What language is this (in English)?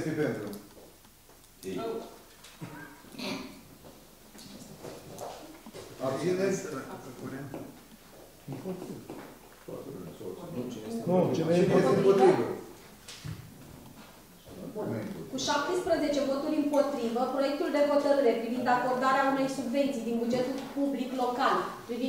Romanian